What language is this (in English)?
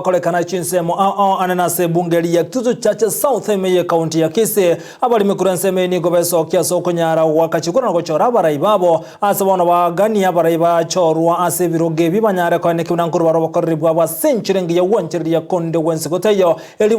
Gusii